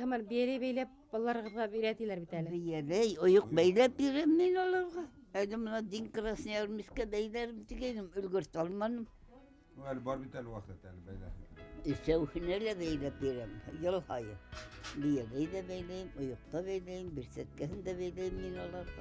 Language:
Bashkir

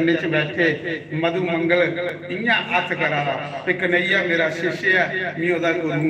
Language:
Dogri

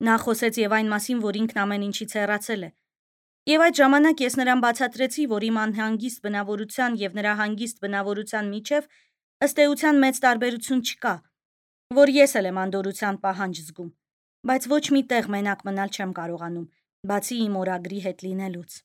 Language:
Armenian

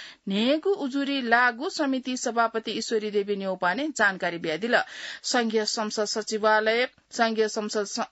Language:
Newari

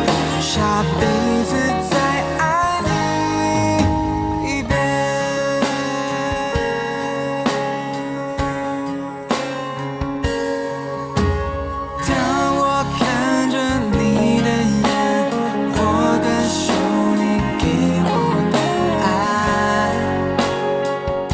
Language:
Chinese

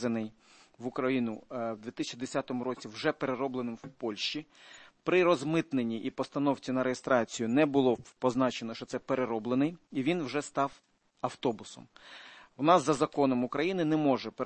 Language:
Ukrainian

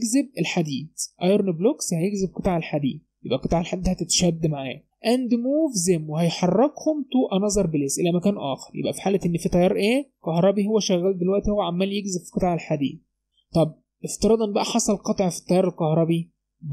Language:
Egyptian Arabic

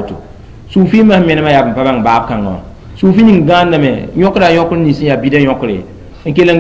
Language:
Mossi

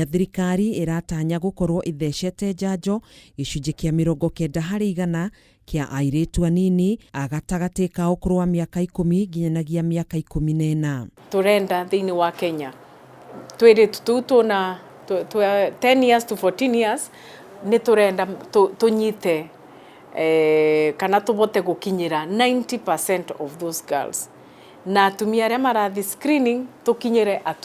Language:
Kikuyu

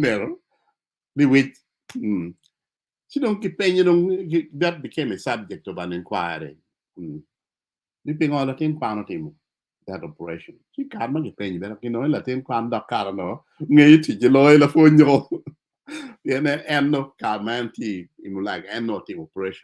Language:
Acoli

